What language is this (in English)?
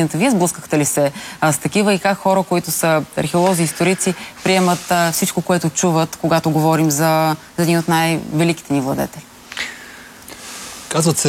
Bulgarian